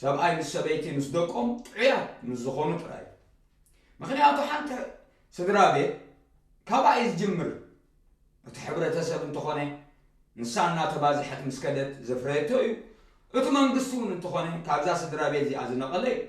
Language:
Tigrinya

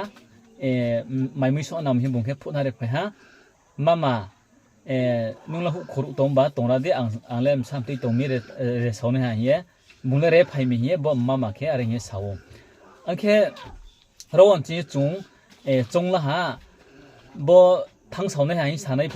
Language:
Riang (India)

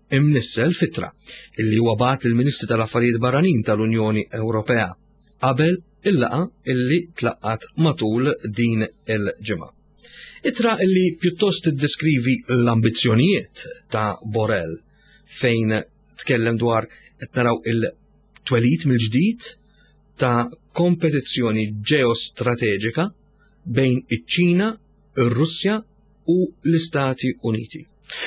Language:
Maltese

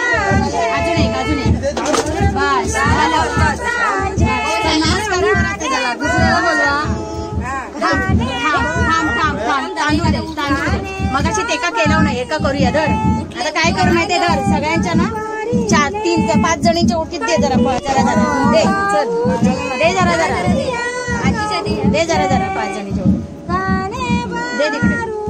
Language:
Marathi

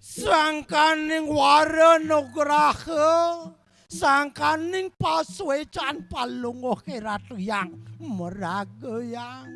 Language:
Balinese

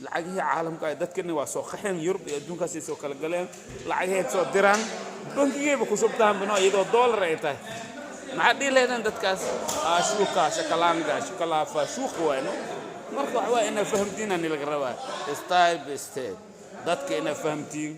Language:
Somali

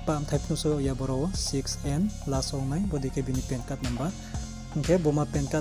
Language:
Riang (India)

